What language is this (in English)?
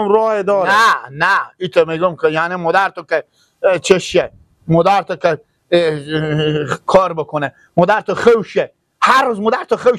Persian